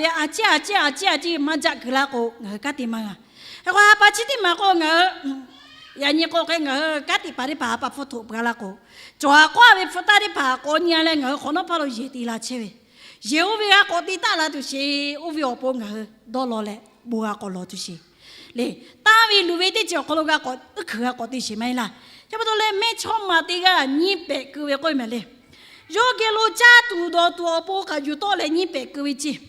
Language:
Lahu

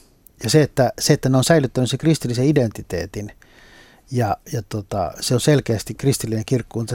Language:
Finnish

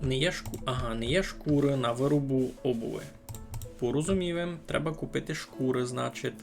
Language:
Rusyn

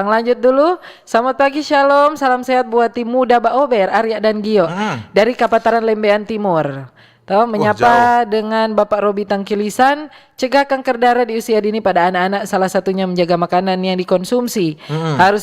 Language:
Manado Malay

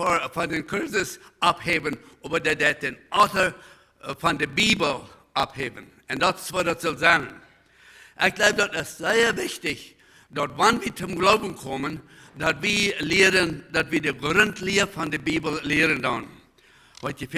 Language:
Plautdietsch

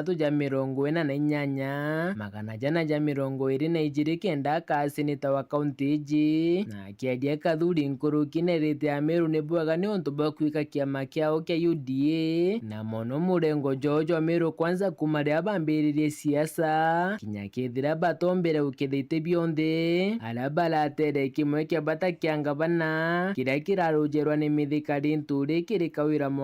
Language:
Meru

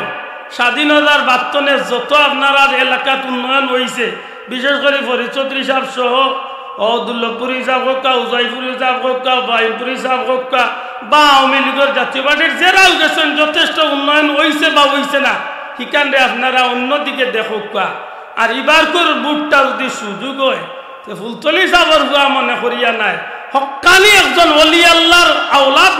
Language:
Sylheti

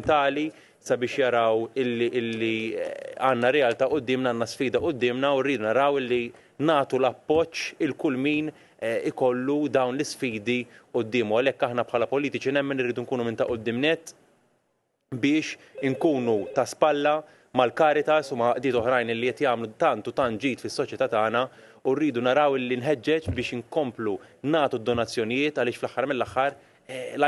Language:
Maltese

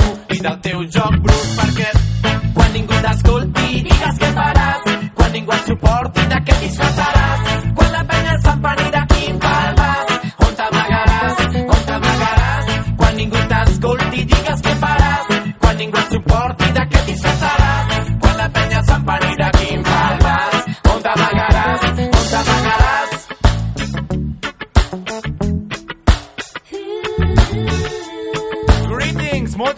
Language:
Catalan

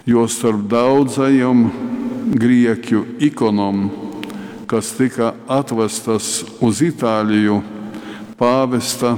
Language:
Latgalian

